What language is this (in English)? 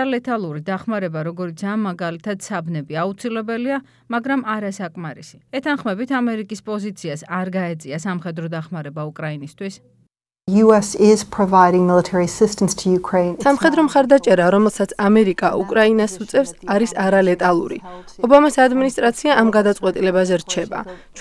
Georgian